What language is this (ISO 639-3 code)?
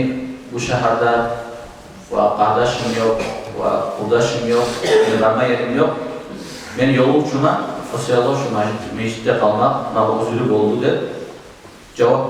kum